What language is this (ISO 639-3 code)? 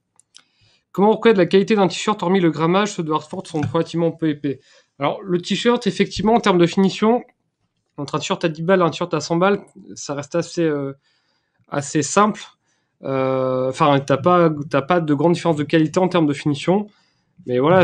fra